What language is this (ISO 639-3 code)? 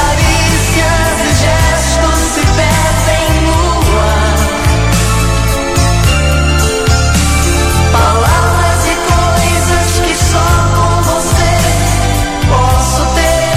por